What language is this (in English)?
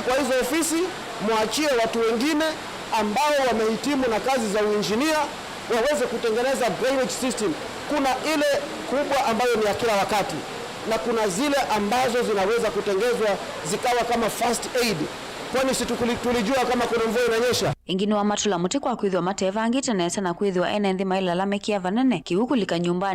Kamba